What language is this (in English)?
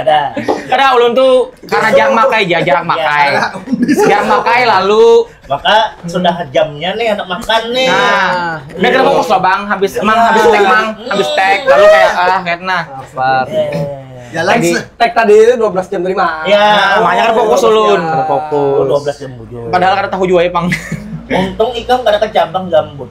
Banjar